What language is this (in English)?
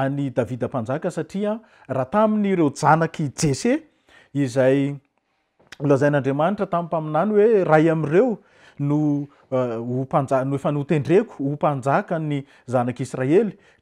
Malagasy